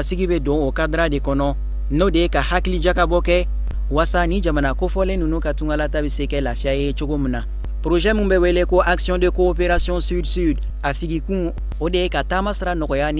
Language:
Bambara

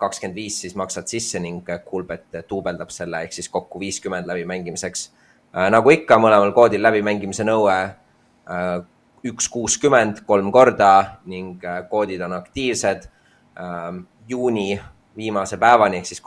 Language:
Estonian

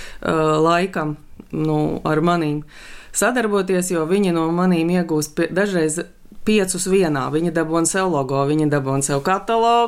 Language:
Latvian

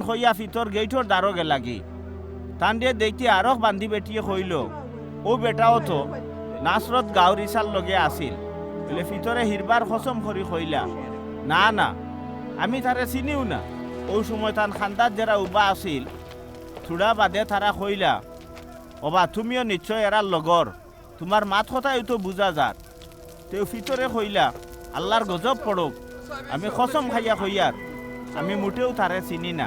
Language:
Sylheti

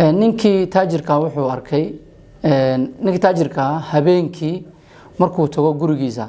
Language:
Somali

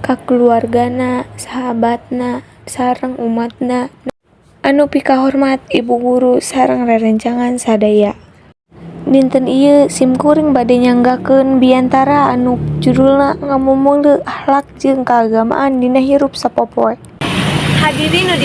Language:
Sundanese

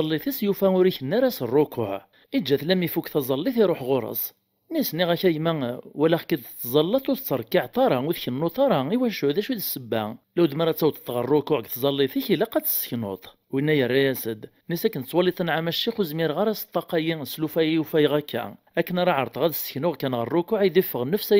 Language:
Kabyle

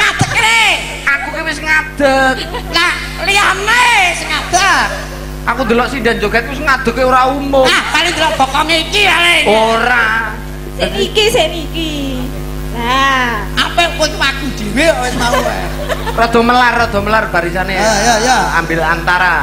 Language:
Javanese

